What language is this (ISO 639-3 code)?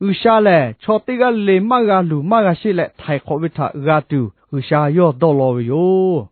lhu